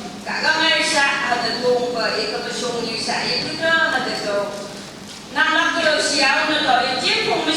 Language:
Phom Naga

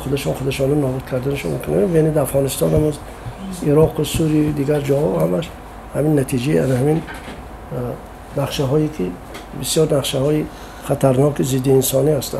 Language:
Tajik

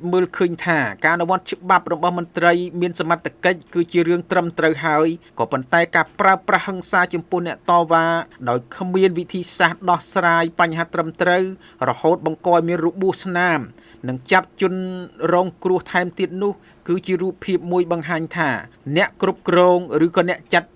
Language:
Khmer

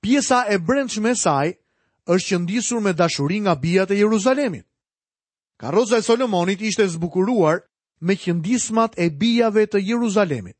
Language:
Albanian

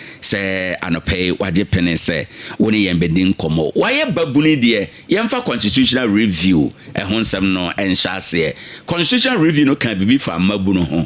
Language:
Akan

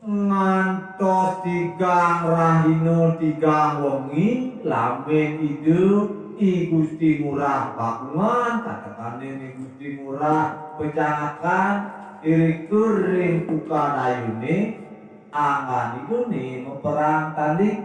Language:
Balinese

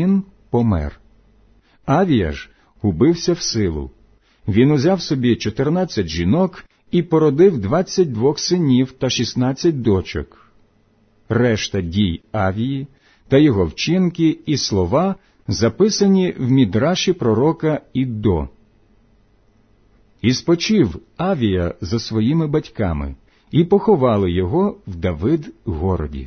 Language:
Ukrainian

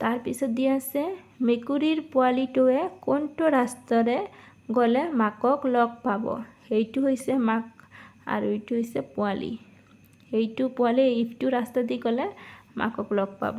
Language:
Assamese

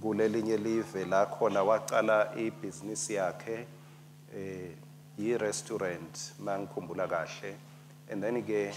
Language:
Swati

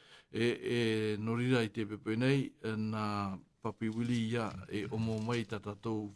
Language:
Tahitian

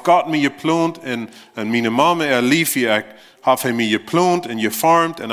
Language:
Plautdietsch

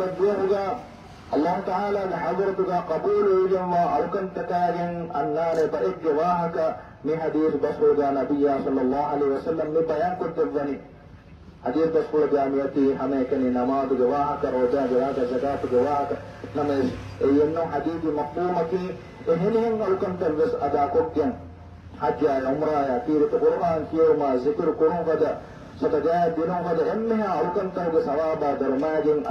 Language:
Divehi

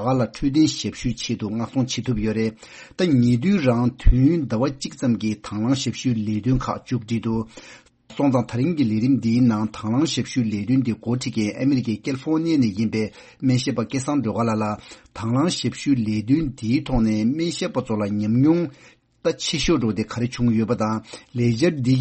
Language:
Tibetan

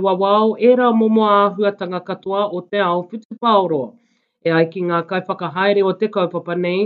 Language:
Māori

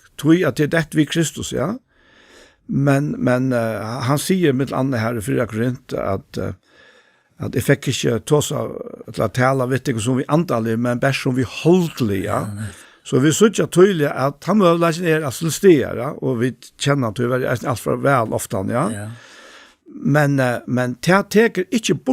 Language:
Faroese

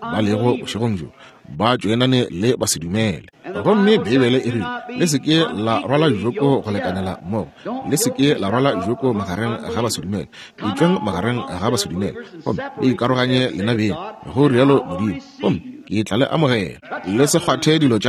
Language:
Northern Sotho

